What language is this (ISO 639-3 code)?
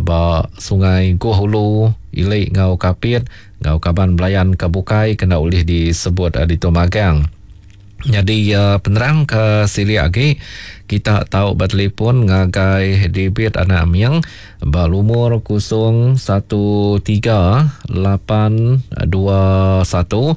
iba